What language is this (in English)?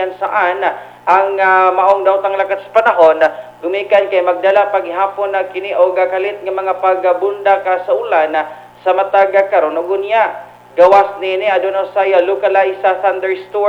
Cebuano